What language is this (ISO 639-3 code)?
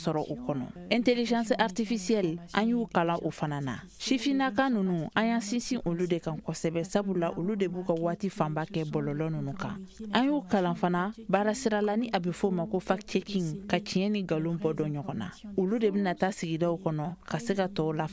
bam